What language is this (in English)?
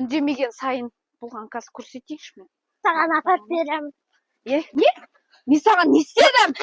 Kazakh